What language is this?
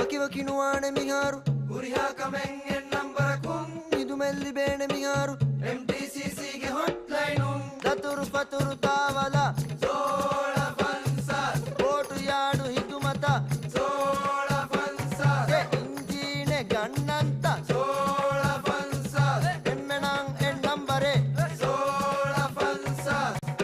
Divehi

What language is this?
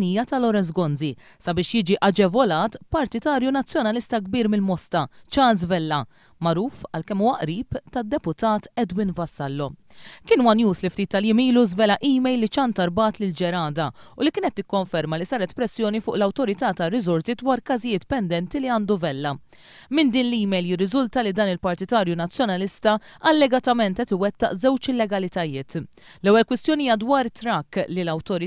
Maltese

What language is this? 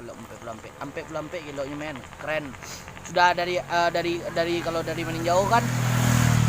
Minangkabau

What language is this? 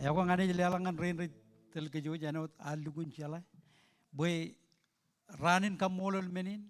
Marshallese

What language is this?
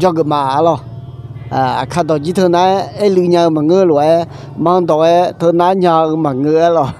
Akha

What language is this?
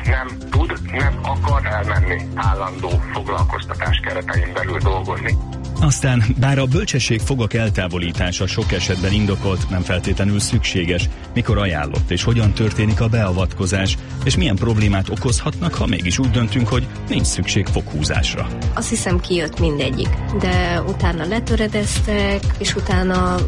Hungarian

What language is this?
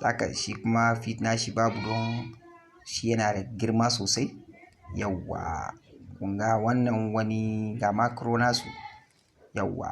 Hausa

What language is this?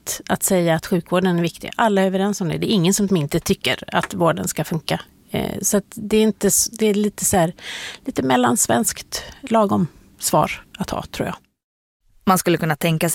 Swedish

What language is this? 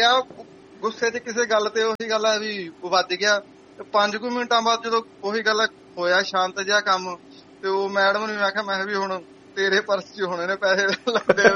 Punjabi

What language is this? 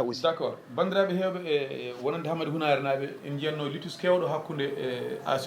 Fula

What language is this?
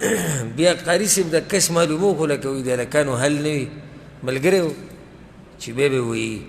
Pashto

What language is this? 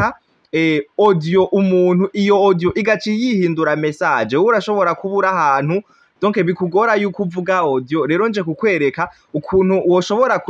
Rundi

